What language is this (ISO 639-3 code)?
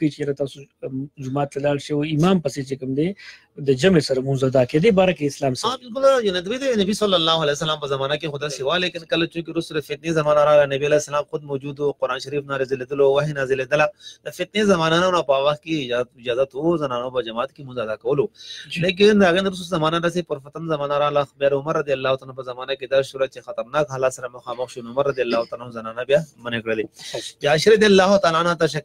pus